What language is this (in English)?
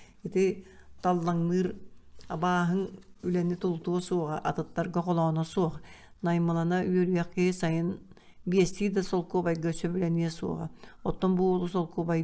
Yakut